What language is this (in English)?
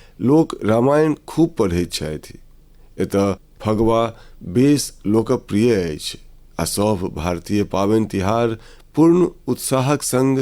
Maithili